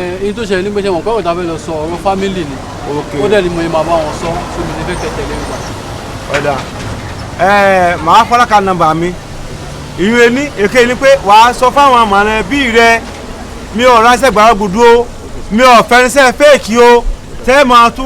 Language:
Yoruba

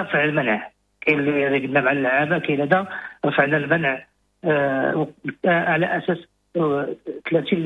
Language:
Moroccan Arabic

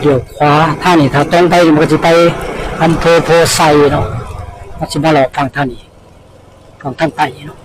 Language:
Northeastern Thai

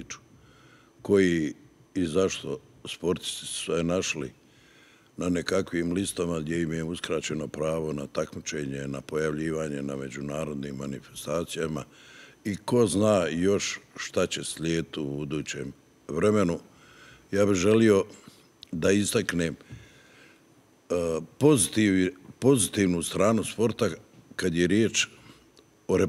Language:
Bosnian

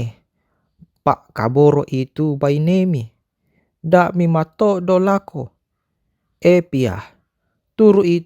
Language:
Toraja-Sa'dan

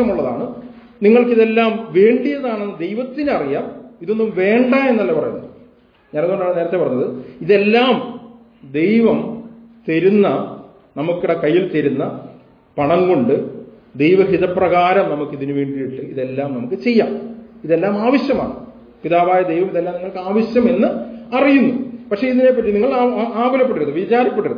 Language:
Malayalam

